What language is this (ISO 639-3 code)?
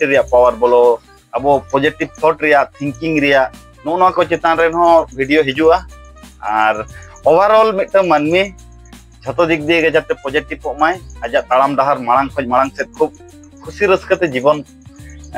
sat